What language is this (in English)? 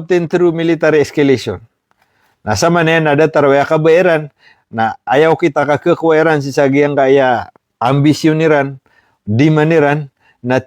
Maranao